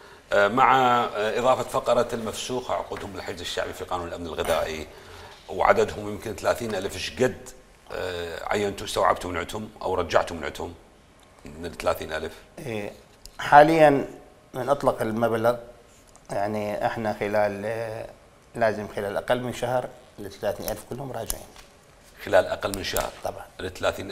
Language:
Mesopotamian Arabic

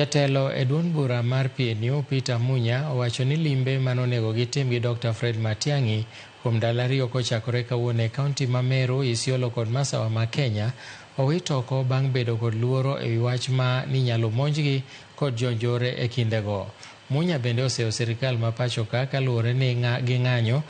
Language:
Luo (Kenya and Tanzania)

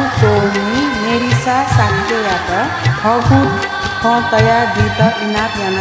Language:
Newari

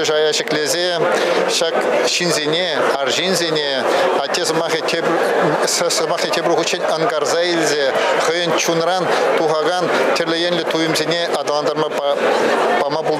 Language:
Chuvash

